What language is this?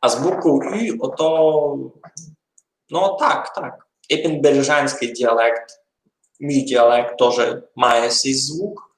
Rusyn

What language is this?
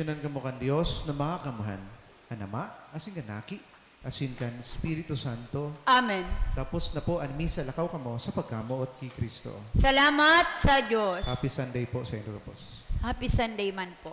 Bikol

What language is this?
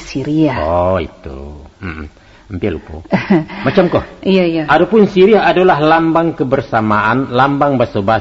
Minangkabau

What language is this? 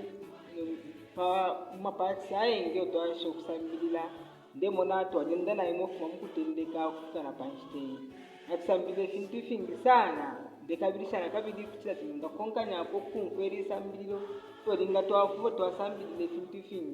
Bemba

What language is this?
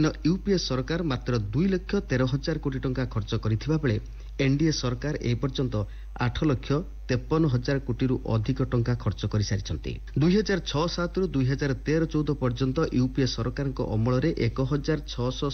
Odia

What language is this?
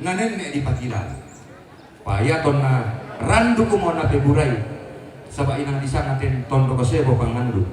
Toraja-Sa'dan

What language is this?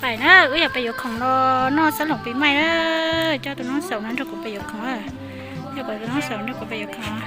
Hmong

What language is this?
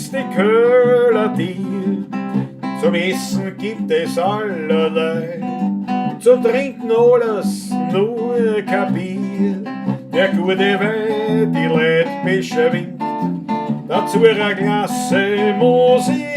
Bavarian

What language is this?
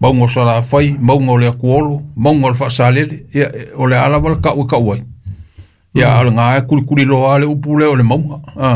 Samoan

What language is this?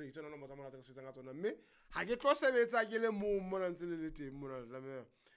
Southern Sotho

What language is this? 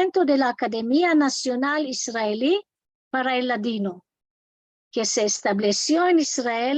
Ladino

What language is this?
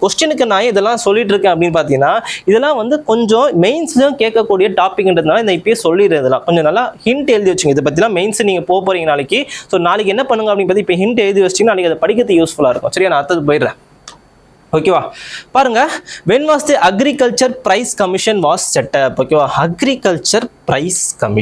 Tamil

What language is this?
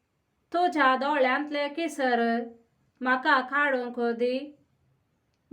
Konkani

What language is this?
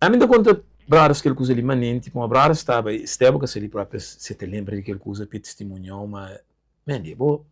Kabuverdianu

